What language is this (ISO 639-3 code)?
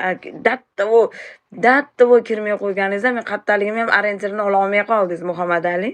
uzb